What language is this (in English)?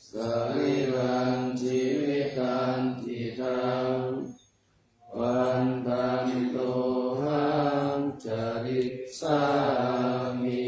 Pali